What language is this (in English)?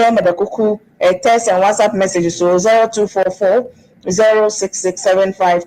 Ewe